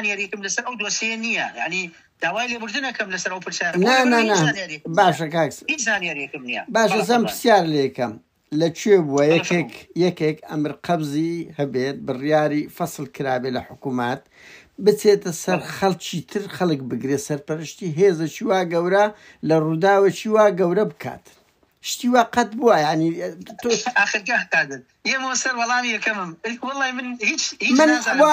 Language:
Central Kurdish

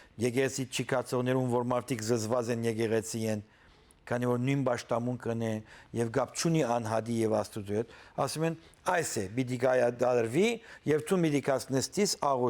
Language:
Western Armenian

